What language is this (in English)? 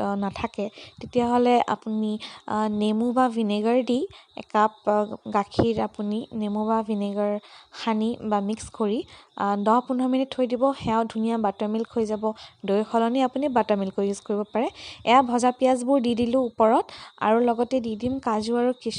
Assamese